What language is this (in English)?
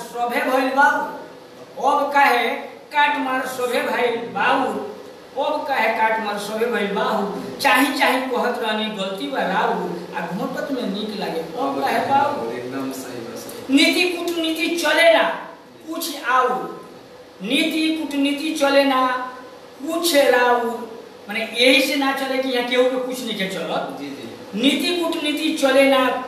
Bhojpuri